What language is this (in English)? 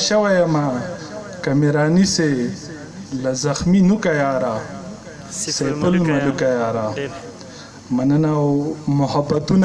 Pashto